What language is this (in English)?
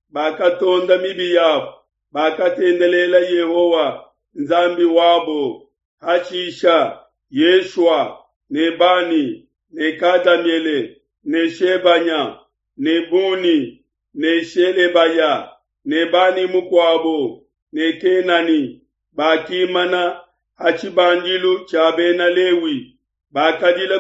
Luba-Lulua